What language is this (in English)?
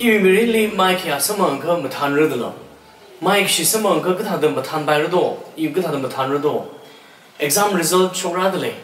Tangkhul Naga (India)